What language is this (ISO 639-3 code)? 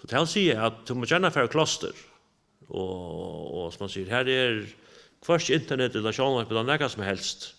fao